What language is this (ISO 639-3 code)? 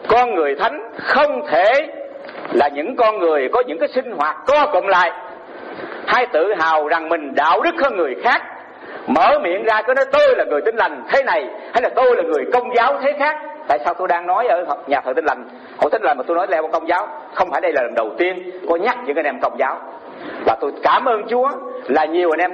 vie